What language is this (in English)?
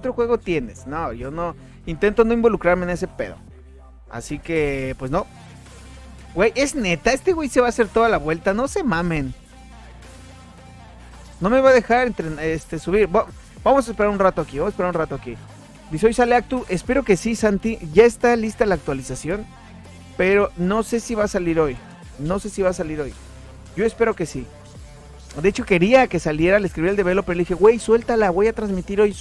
Spanish